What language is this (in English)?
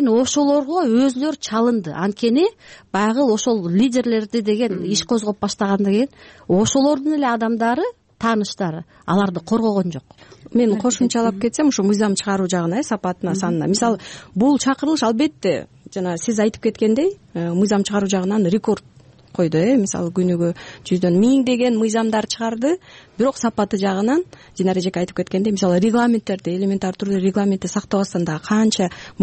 Kyrgyz